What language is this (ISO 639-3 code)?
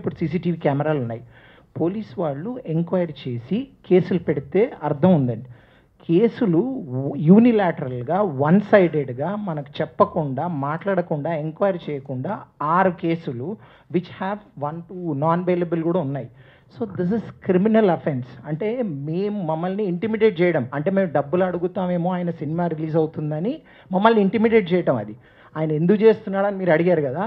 tel